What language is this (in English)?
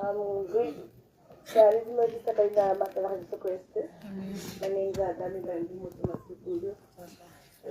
Tswana